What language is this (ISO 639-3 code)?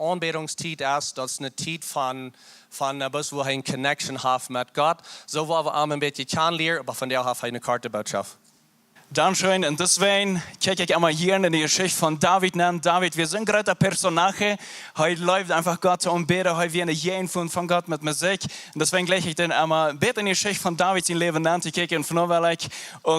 pdt